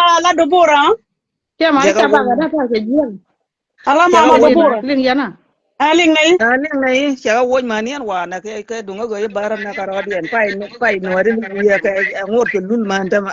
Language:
Nuer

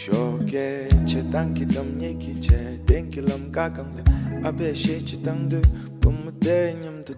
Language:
Tibetan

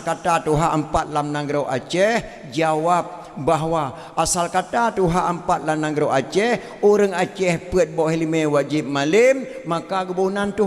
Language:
Achinese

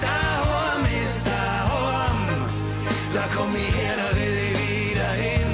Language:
Bavarian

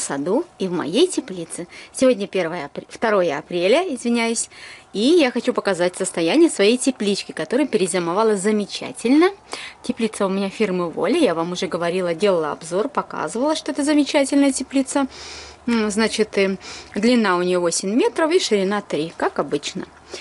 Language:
Russian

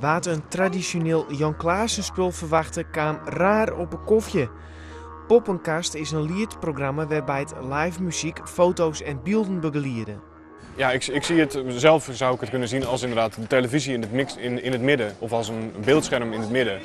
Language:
Western Frisian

